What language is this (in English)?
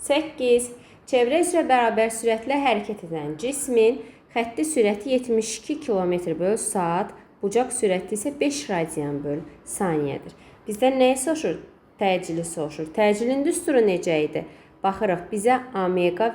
Azerbaijani